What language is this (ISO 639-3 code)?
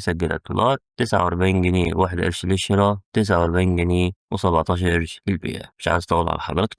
arz